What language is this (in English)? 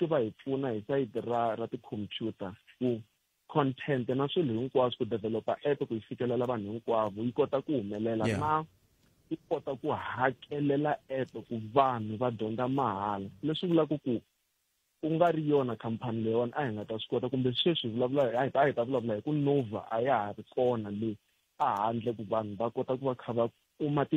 Tsonga